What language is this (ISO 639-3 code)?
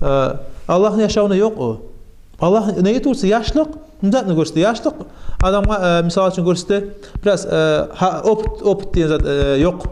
kum